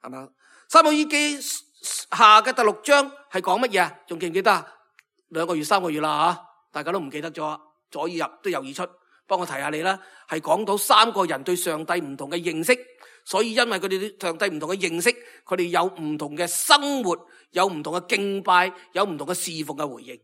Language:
Cantonese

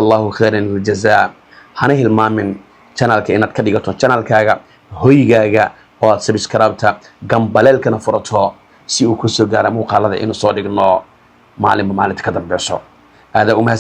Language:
Somali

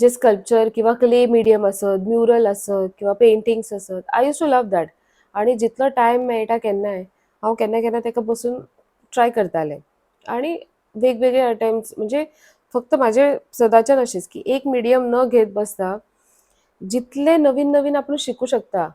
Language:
Konkani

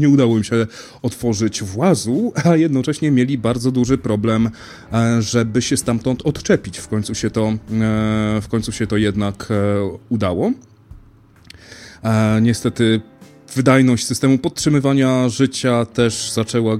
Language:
Polish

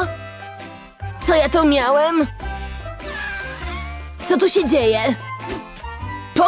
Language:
Polish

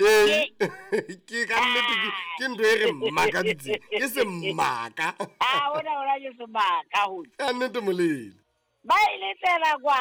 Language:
Southern Sotho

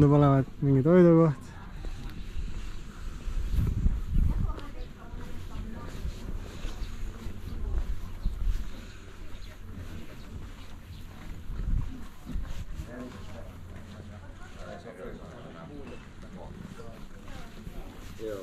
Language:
Estonian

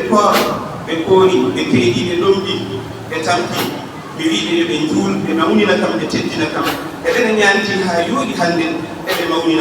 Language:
Fula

